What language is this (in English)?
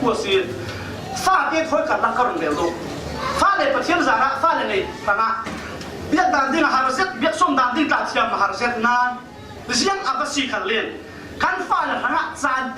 Falam Chin